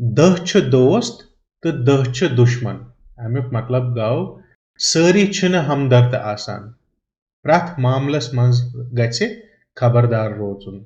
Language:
Kashmiri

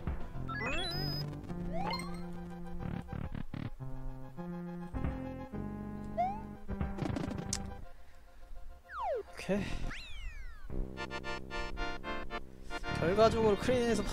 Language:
Korean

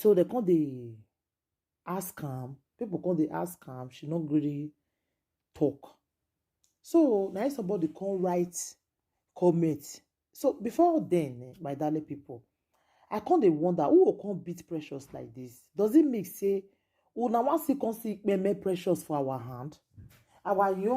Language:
Nigerian Pidgin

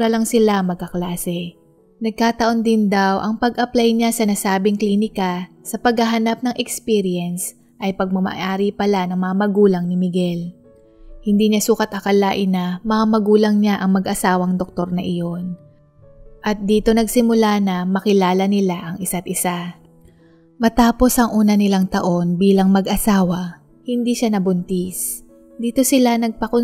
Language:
Filipino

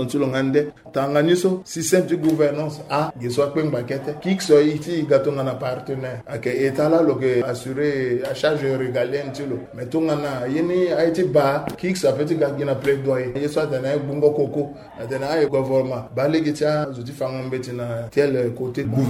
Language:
Sango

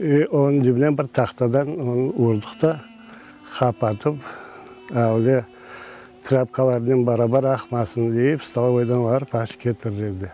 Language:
Crimean Tatar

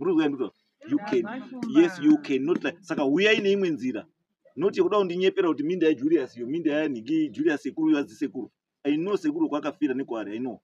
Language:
Shona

